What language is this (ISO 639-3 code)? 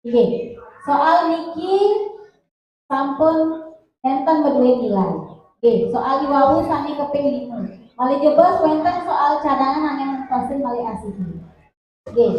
ban